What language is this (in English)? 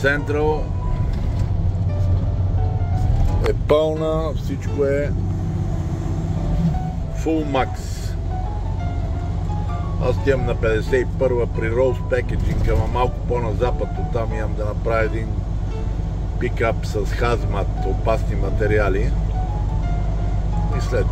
Bulgarian